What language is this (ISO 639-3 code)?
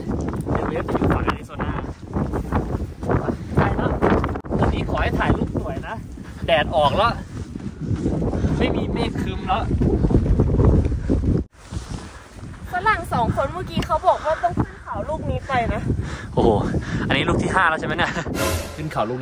tha